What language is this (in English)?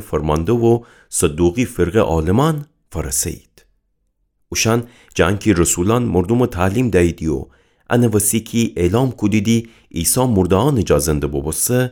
Gilaki